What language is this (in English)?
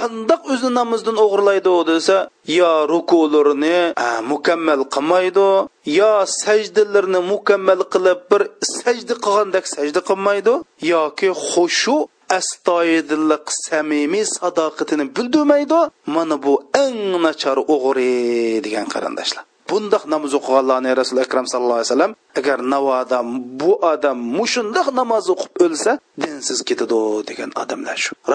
Uyghur